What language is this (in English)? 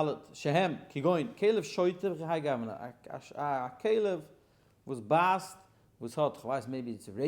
Yiddish